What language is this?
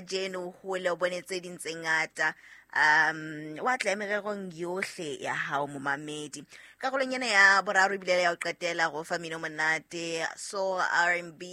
Southern Sotho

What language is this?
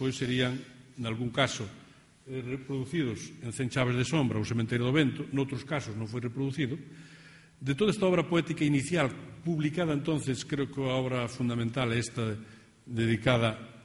Galician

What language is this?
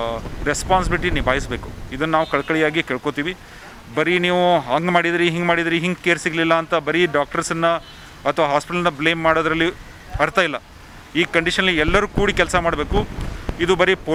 Kannada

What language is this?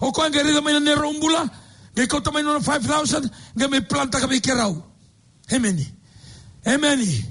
Fijian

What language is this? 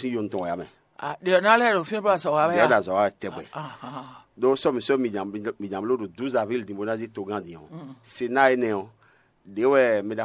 Fon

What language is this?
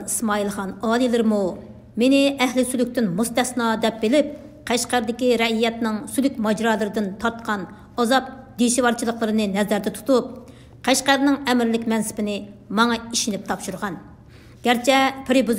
Uyghur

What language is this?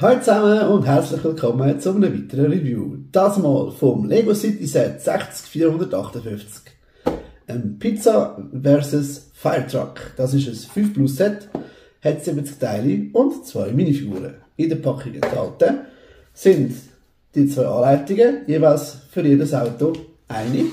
Swiss German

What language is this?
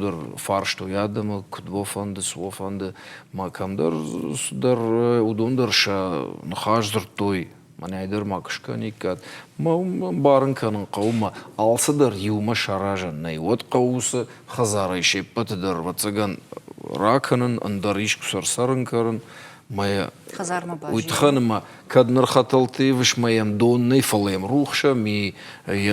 Ossetic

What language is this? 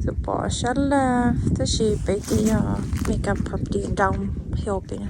Hmong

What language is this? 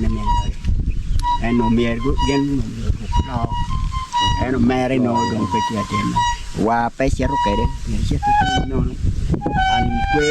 Acoli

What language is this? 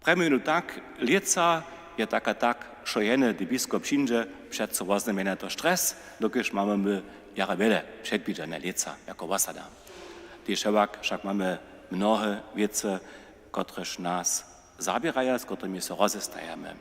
Upper Sorbian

